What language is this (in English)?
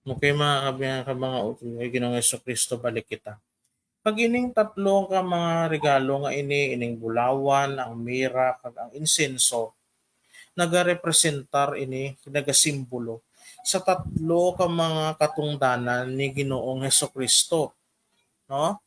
Hiligaynon